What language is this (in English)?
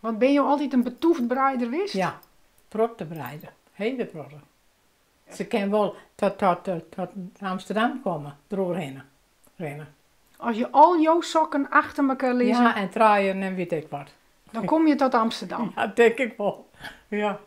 Western Frisian